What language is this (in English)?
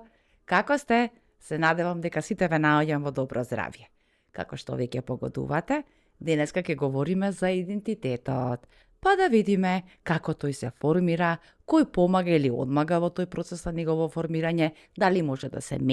Macedonian